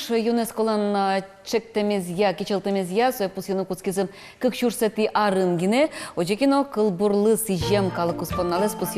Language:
Udmurt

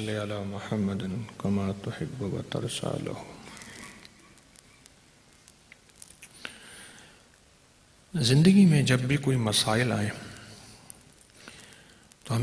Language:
Urdu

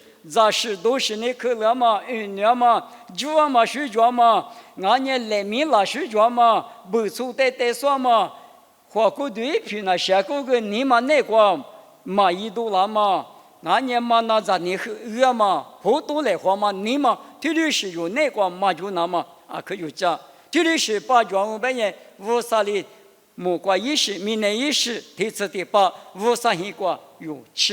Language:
Lisu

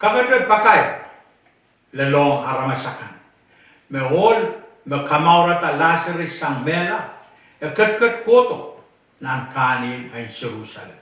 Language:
Pohnpeian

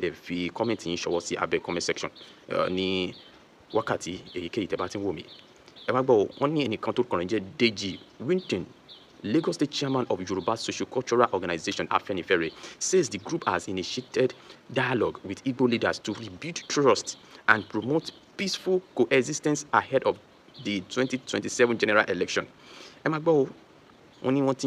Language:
Yoruba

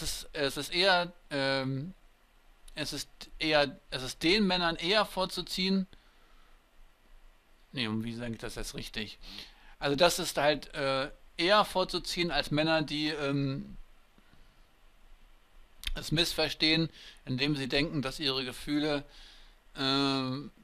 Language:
German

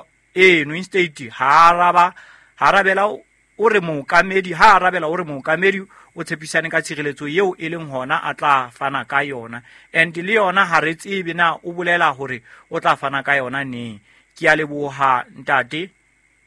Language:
Southern Sotho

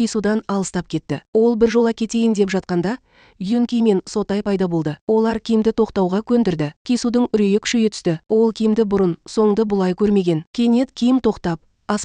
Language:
Kazakh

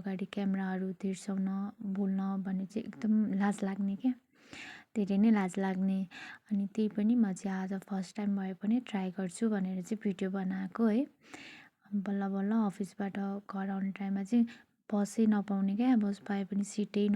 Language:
Nepali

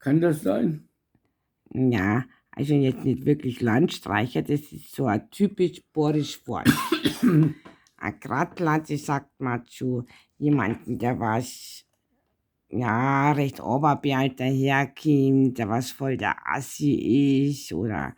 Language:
Bavarian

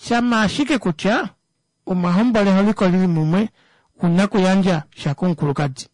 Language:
Kuanyama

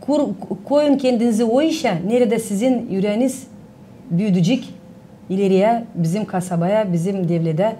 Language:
Gagauz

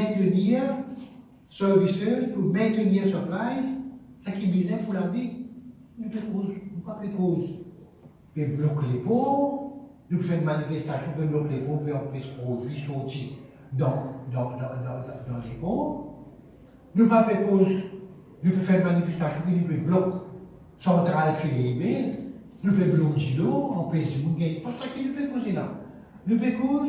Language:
Morisyen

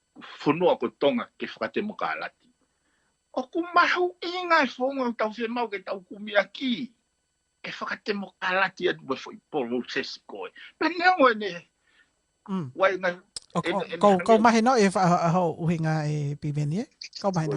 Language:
Tongan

